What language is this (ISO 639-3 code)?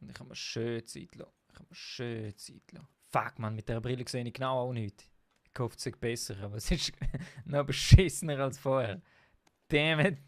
gsw